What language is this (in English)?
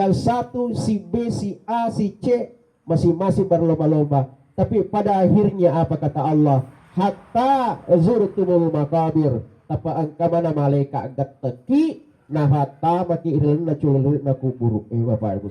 Buginese